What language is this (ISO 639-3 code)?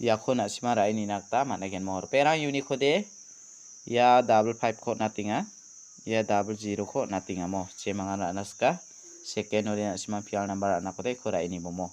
grt